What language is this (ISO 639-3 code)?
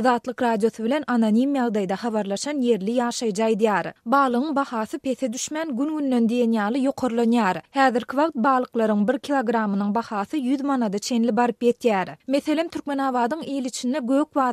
tuk